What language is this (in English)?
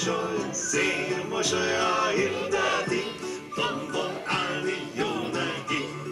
Hungarian